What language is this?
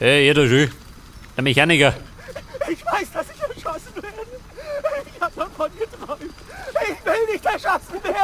Bavarian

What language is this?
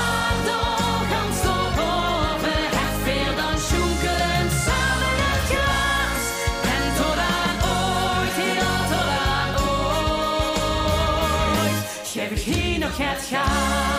Limburgish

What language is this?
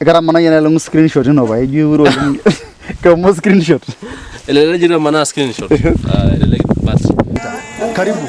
Masai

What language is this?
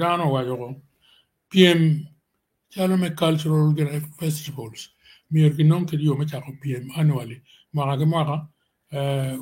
Acoli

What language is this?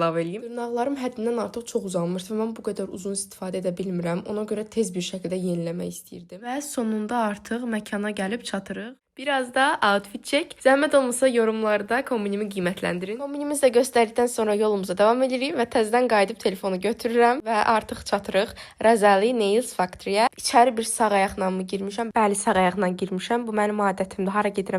Azerbaijani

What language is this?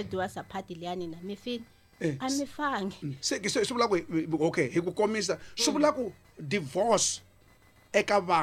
Tsonga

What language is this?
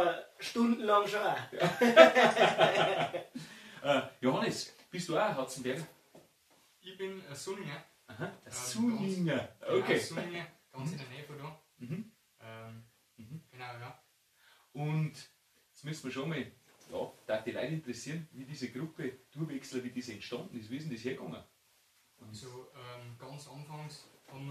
Bavarian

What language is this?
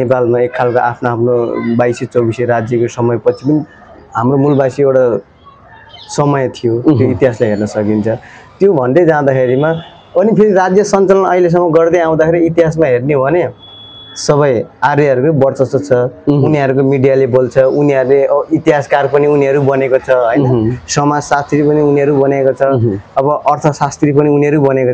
Nepali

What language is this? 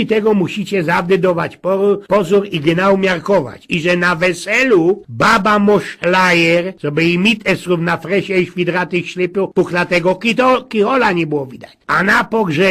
Silesian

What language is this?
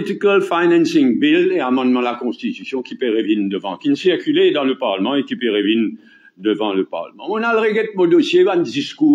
Morisyen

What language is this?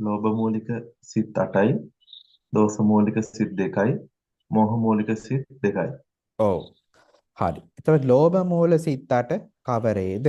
Sinhala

